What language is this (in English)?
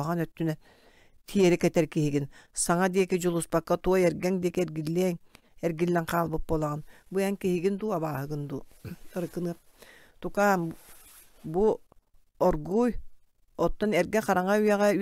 Yakut